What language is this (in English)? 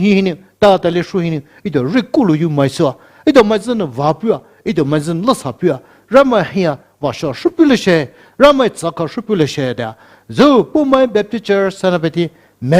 Poumei Naga